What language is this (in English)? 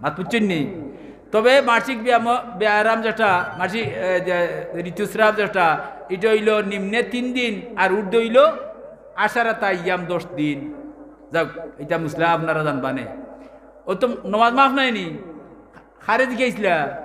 Sylheti